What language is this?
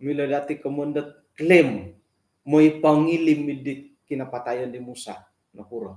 Central Dusun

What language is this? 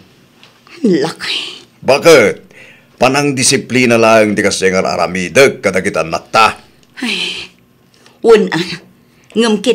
Iloko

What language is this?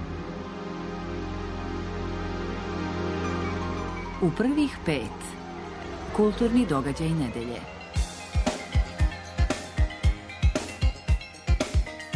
Serbian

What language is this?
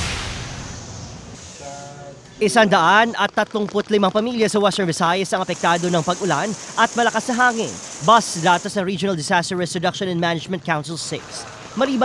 Filipino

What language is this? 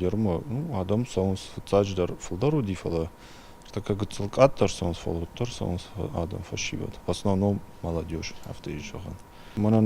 Ossetic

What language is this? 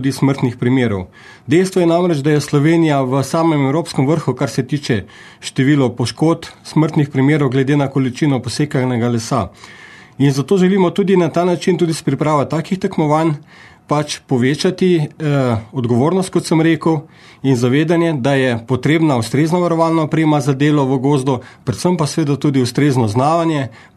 Slovenian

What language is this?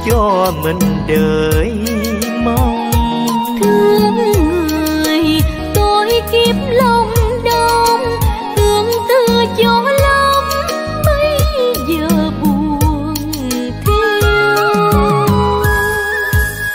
Vietnamese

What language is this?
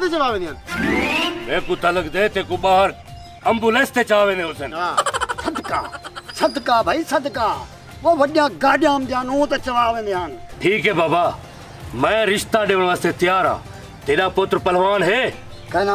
Saraiki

